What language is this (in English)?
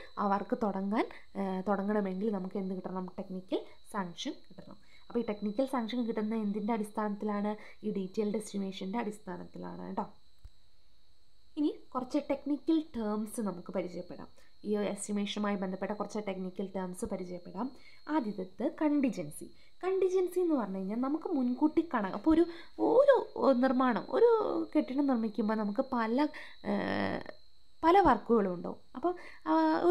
Malayalam